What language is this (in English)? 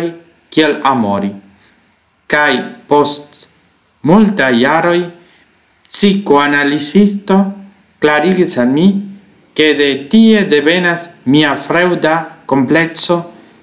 Esperanto